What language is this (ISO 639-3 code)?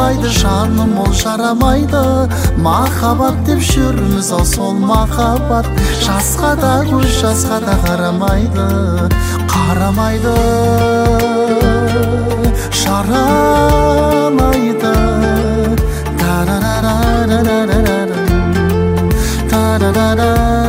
kaz